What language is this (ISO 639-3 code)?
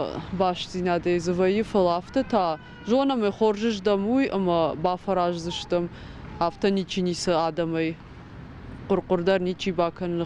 oss